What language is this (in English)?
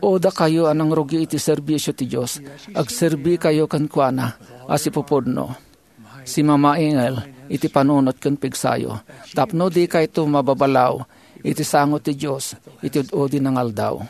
Iloko